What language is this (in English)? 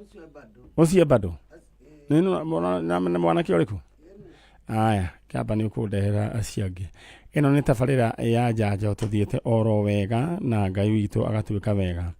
Kikuyu